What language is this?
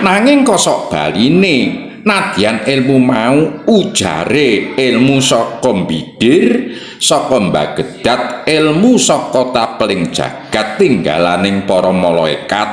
Javanese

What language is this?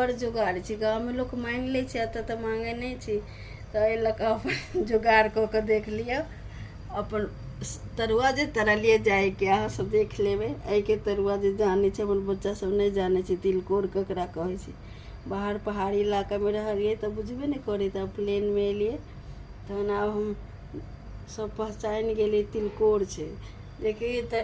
Maithili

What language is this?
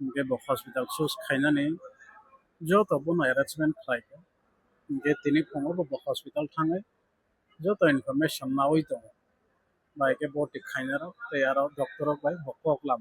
Kok Borok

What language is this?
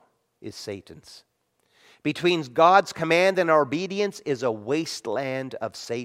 English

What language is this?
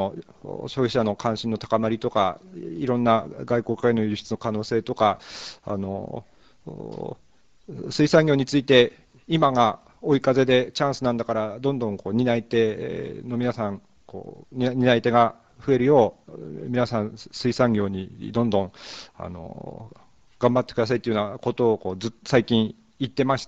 Japanese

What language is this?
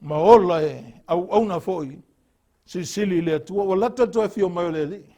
Samoan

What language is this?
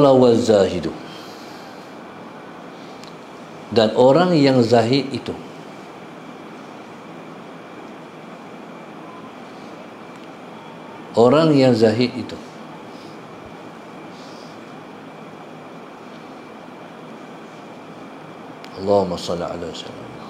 Malay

